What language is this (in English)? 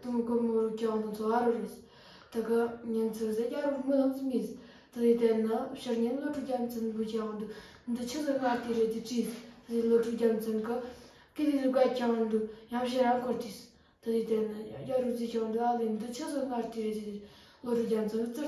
Amdo Tibetan